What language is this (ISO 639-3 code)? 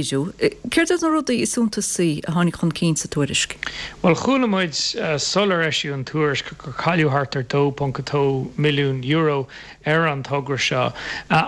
gle